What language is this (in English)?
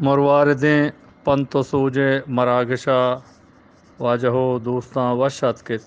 Eastern Balochi